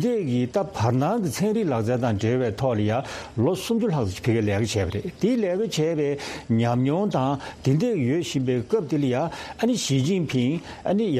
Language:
Tibetan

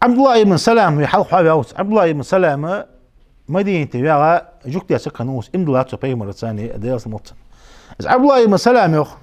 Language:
Ingush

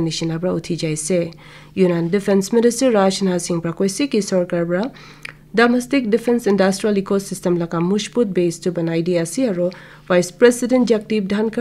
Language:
Naga Pidgin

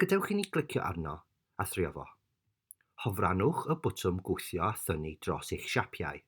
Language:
Welsh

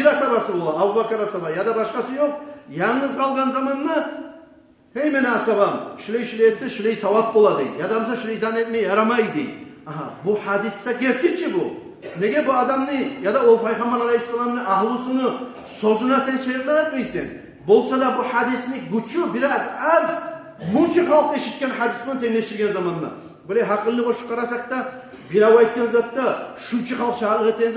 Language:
Kumyk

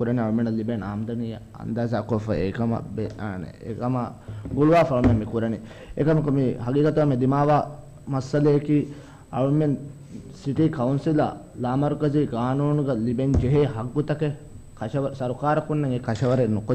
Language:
Divehi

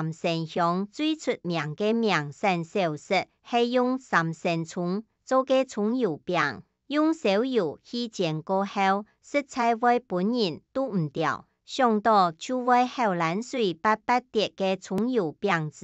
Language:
Hakka Chinese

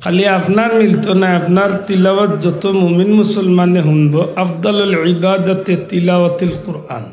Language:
Sylheti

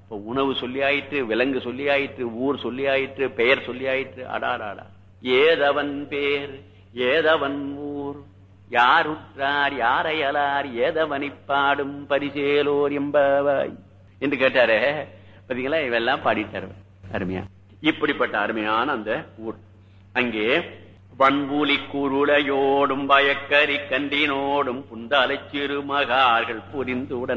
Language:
Tamil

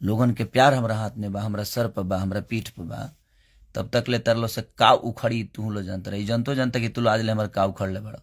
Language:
Bhojpuri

